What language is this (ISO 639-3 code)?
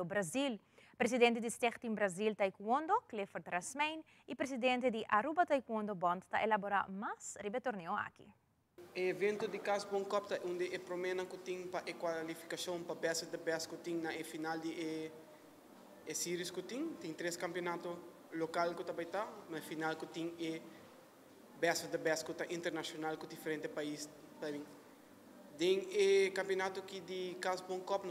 pap